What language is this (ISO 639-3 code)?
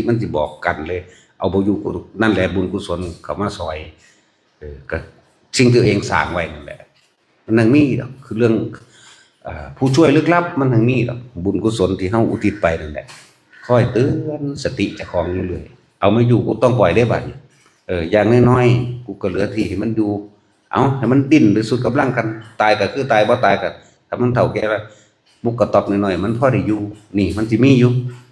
tts